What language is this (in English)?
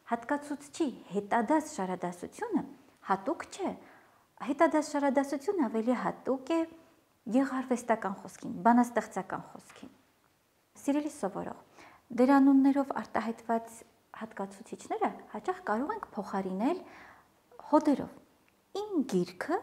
Armenian